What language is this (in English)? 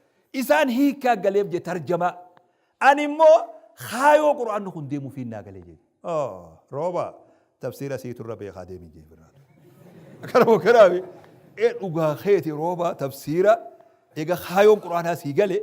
Oromo